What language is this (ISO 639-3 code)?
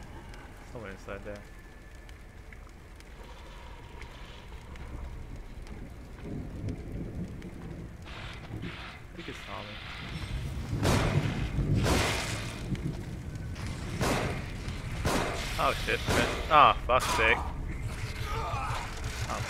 eng